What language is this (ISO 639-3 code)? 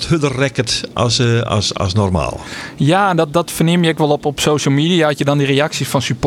fry